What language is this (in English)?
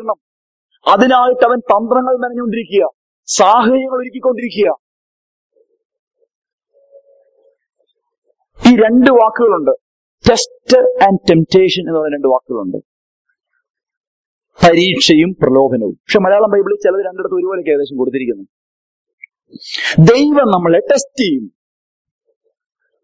Malayalam